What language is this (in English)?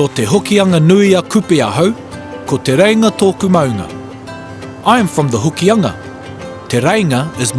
Māori